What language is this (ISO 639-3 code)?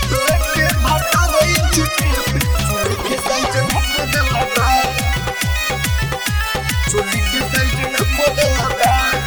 bho